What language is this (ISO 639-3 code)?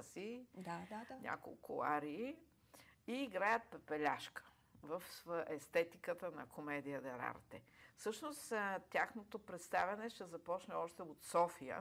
bul